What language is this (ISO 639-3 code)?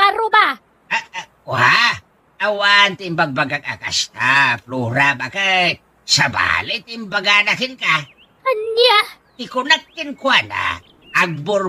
ilo